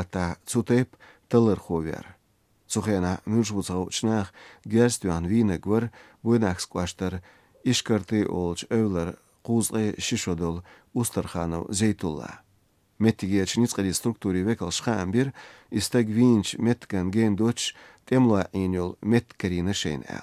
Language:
Chechen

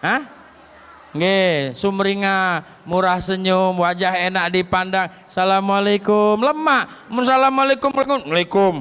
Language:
Musi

